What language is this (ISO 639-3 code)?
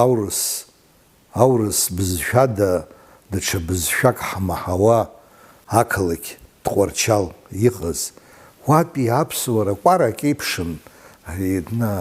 abk